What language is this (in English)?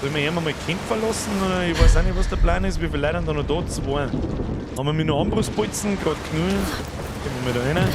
Bavarian